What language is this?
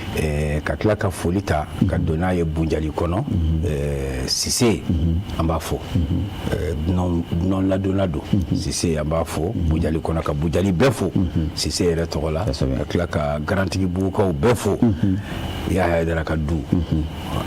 Bambara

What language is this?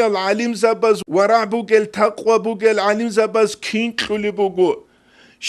Avaric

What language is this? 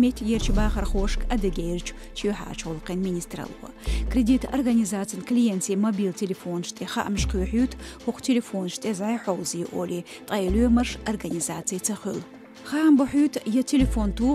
Chechen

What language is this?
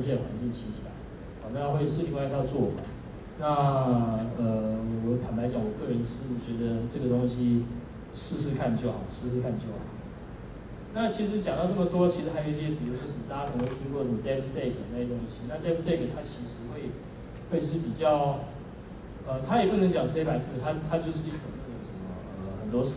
Chinese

